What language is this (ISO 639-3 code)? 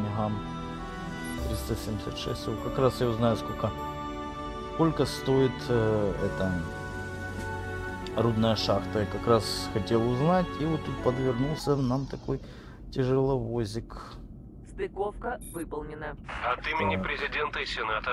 rus